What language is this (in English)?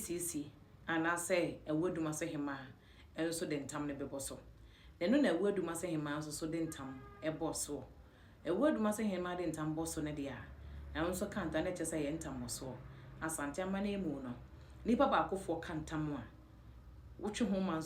Akan